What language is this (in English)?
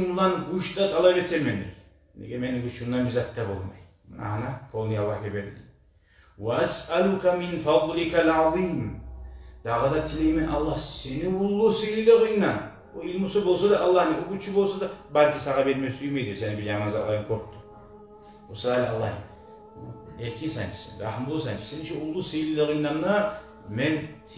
Kumyk